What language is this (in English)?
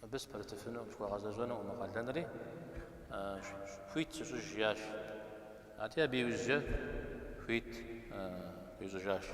Kabardian